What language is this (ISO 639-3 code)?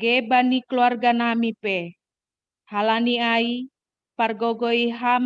bts